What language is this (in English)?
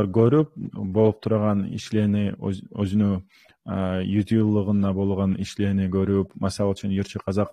Kumyk